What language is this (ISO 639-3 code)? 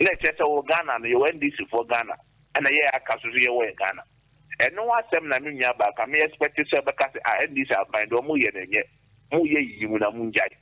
aka